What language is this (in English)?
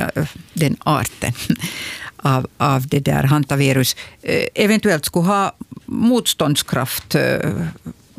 Swedish